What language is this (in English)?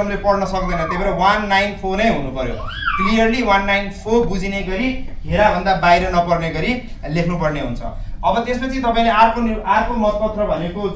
Nepali